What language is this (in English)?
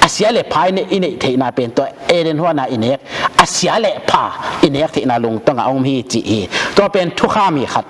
Tedim Chin